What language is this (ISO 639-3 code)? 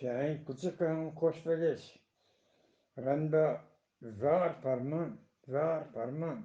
bgp